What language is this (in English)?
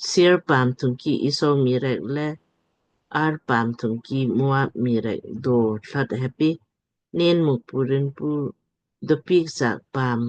Lamkang